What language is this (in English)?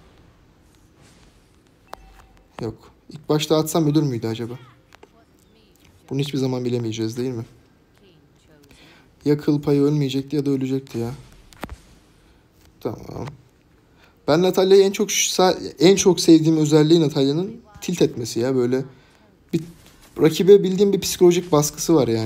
Turkish